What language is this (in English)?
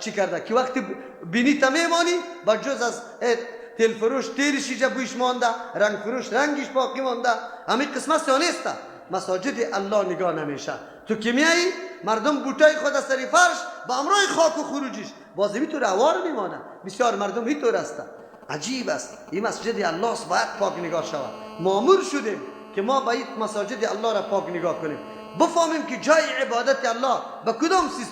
Persian